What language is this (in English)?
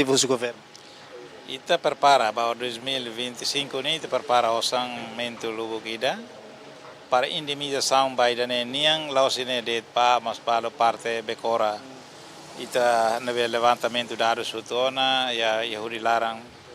Tetum